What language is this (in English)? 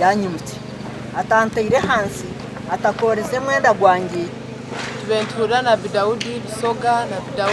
Nyankole